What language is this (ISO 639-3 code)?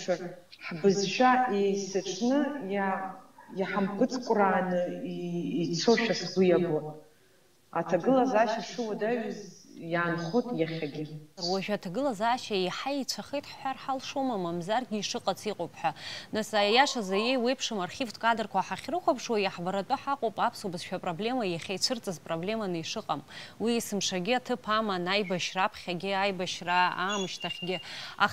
abk